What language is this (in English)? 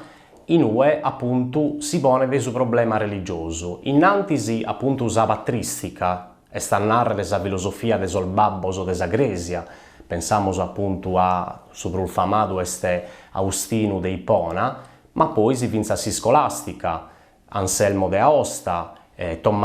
Sardinian